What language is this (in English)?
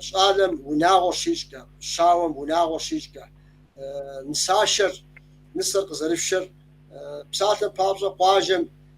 Kabardian